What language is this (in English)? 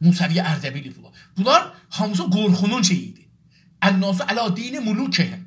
South Azerbaijani